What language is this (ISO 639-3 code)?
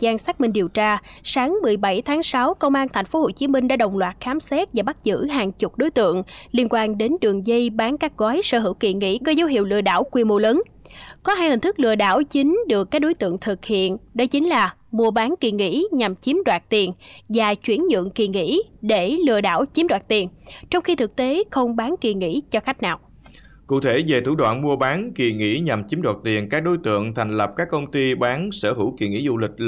vie